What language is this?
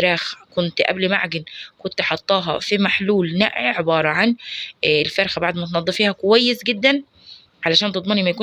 Egyptian Arabic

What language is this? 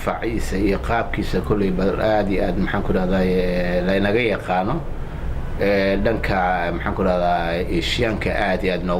Somali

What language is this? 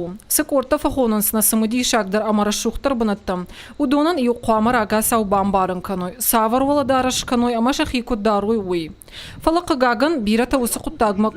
Ossetic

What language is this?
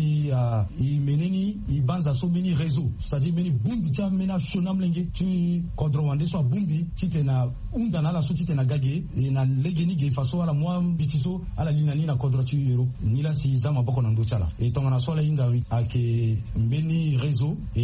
Sango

